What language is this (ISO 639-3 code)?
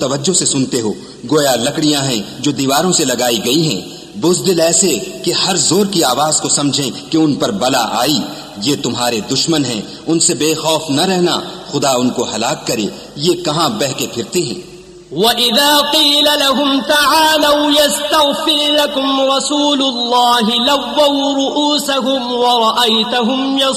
urd